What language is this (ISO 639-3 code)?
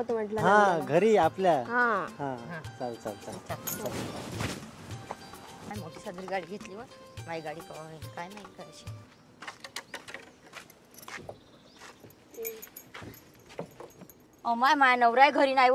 mar